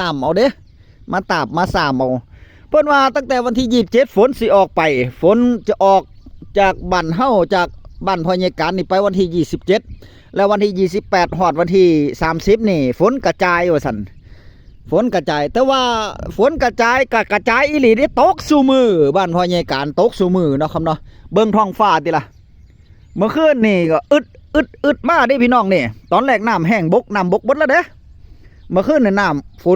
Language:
Northeastern Thai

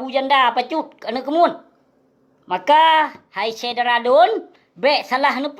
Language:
Achinese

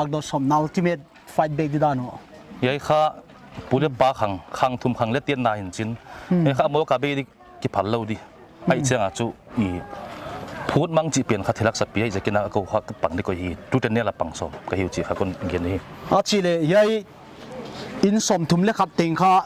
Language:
Paite Chin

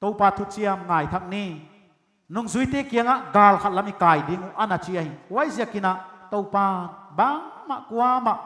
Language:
Paite Chin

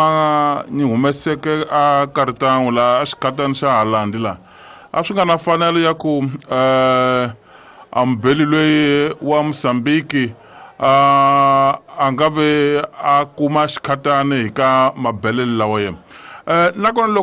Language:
Tsonga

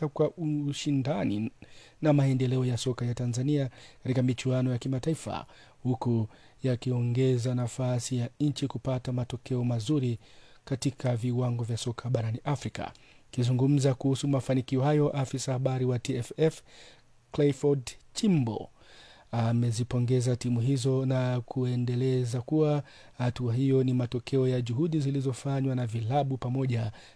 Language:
Swahili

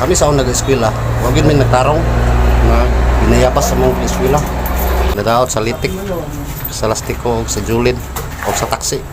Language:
Cebuano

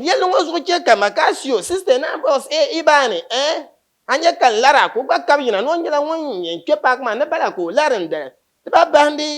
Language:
Dagbani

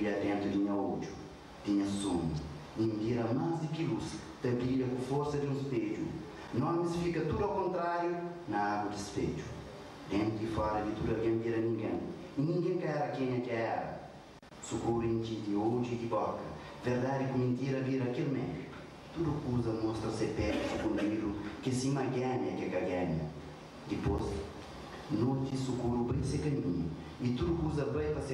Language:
Kabuverdianu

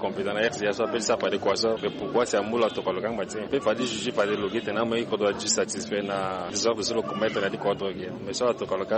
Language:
Sango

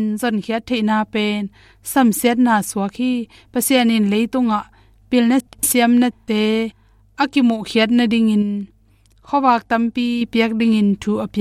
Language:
Tedim Chin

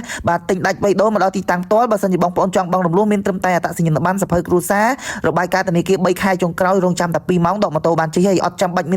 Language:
Khmer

